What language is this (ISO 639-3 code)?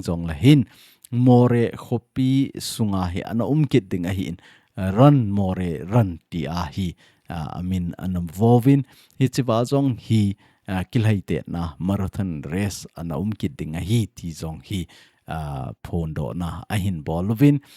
tcz